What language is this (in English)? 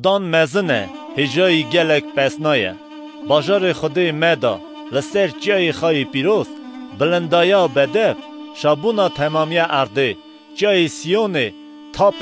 Kurdish